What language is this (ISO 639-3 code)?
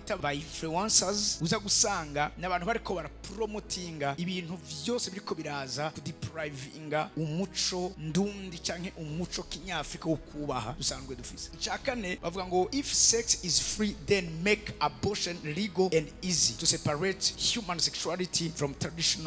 run